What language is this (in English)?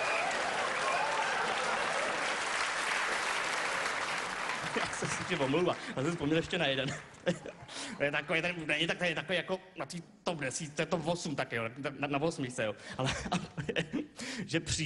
Czech